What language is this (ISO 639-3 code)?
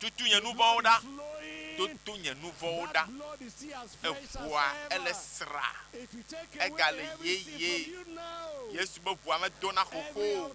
ewe